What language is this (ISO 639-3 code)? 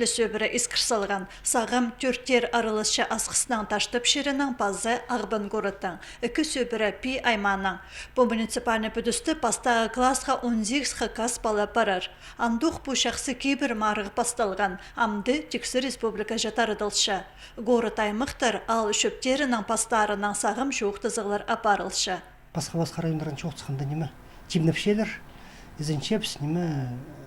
kjh